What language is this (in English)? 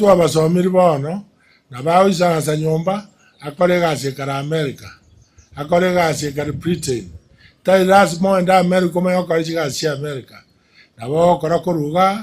Gusii